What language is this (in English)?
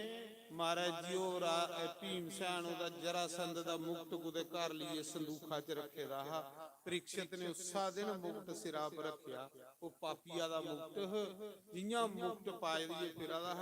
Dogri